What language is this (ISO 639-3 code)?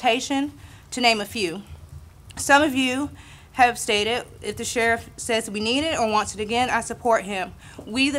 eng